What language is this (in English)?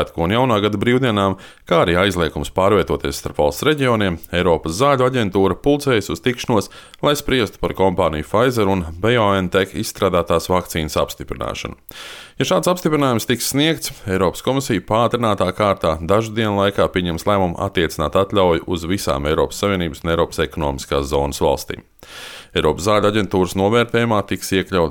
Latvian